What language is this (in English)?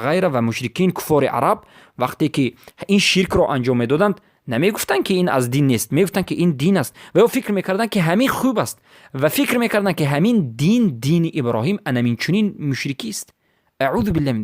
Persian